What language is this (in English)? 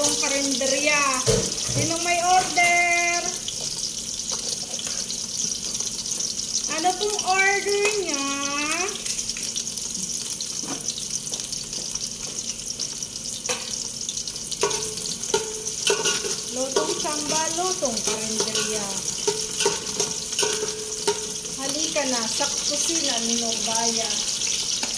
Filipino